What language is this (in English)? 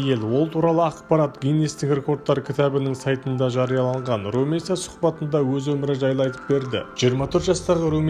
Kazakh